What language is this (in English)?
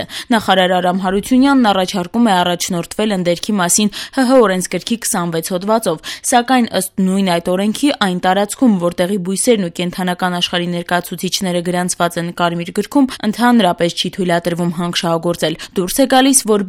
Armenian